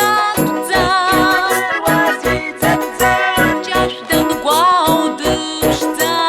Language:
Abkhazian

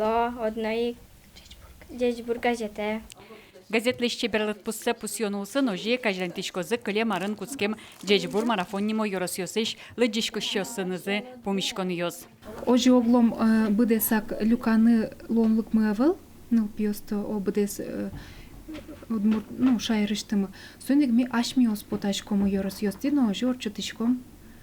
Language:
Udmurt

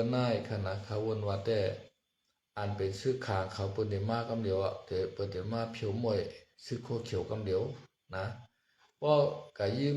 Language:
Shan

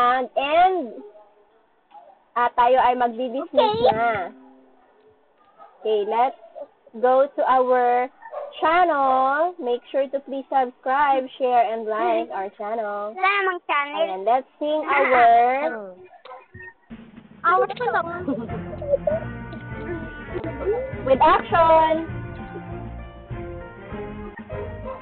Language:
Filipino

